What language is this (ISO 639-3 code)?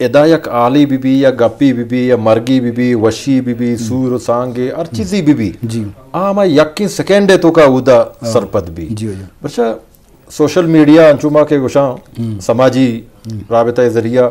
bgp